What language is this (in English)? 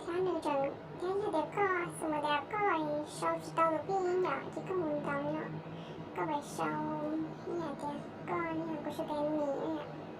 Hmong